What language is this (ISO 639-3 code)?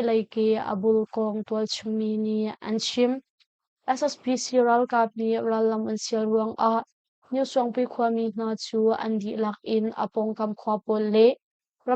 cnh